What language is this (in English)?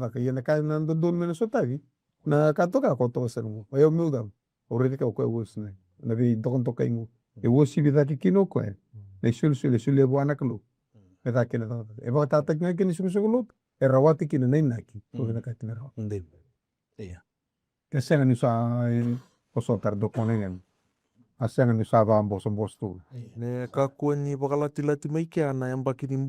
Fijian